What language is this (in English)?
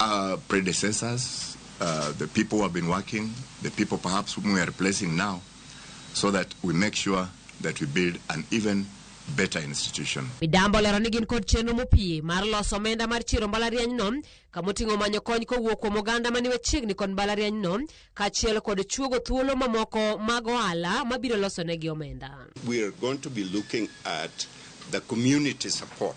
Luo (Kenya and Tanzania)